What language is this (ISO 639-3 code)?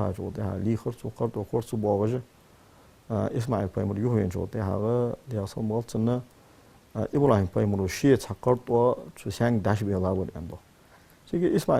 inh